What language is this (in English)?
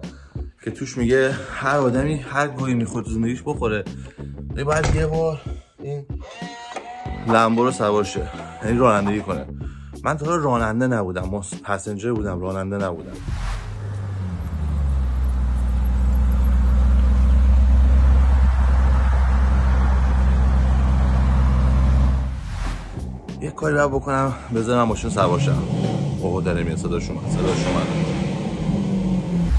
Persian